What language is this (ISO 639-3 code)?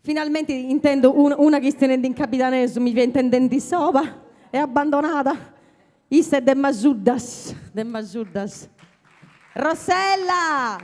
srd